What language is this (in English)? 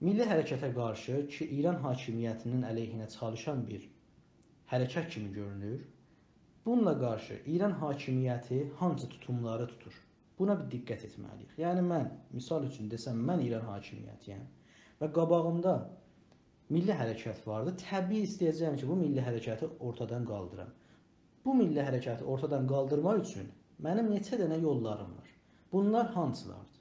South Azerbaijani